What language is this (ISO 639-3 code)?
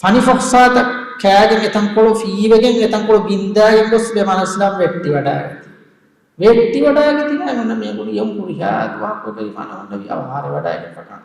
div